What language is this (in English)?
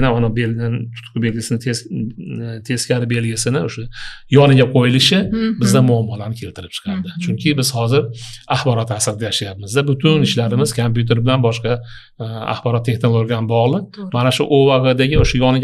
Uzbek